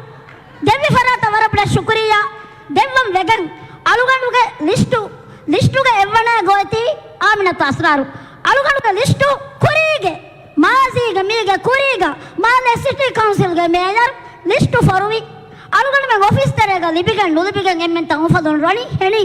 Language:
Divehi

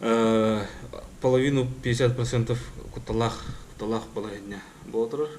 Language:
Yakut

